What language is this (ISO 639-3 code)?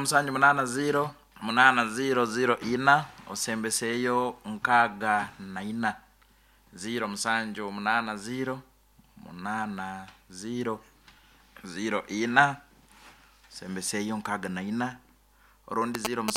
nyn